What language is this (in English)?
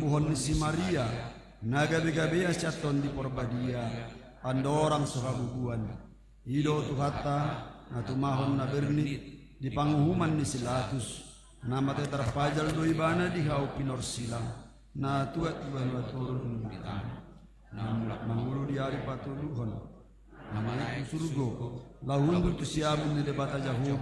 Batak Toba